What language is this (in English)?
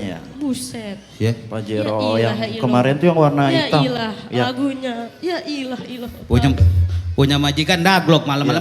Betawi